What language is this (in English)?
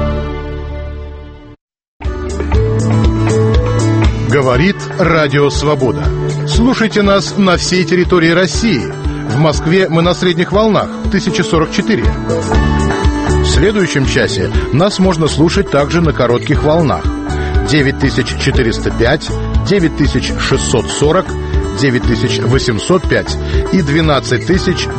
Russian